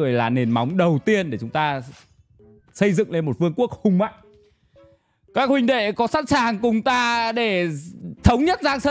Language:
Vietnamese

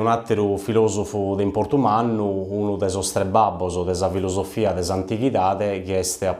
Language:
Sardinian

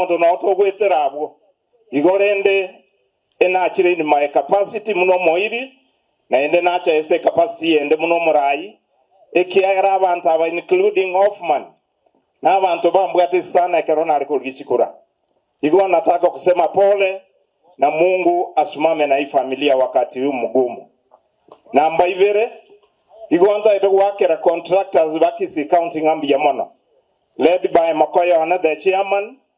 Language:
Gusii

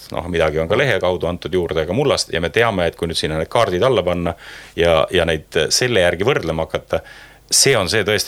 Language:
Estonian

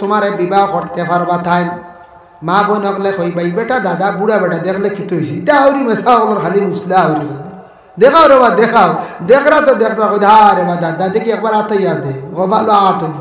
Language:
Sylheti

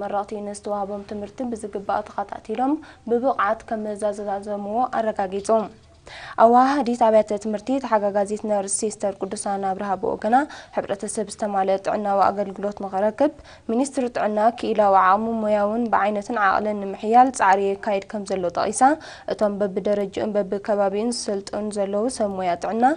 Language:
Tigrinya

